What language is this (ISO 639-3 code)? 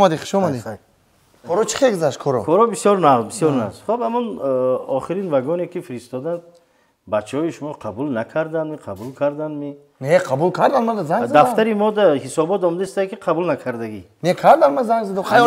tgk